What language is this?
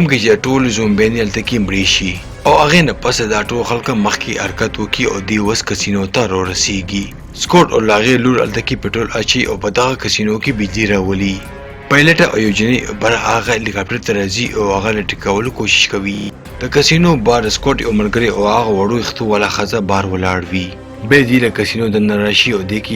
Pashto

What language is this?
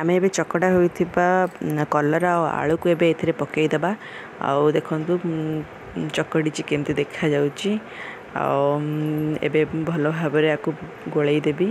Odia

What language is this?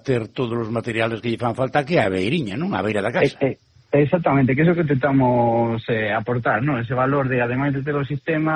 Galician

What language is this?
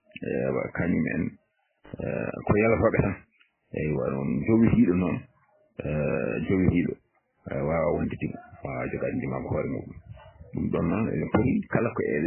Fula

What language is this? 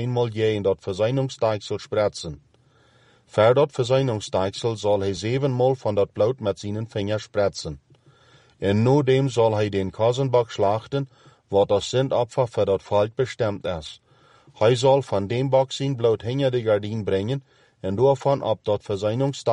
Plautdietsch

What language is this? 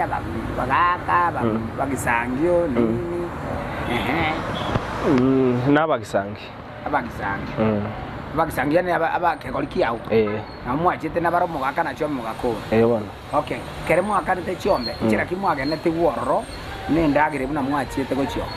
Gusii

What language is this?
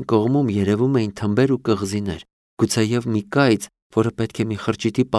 Armenian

